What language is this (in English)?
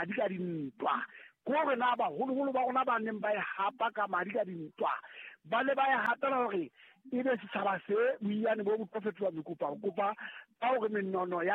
Southern Sotho